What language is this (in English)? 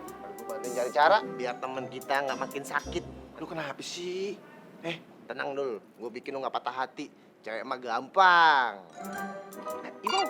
Betawi